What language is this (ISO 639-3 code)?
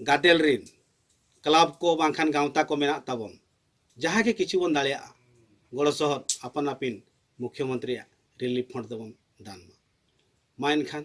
sat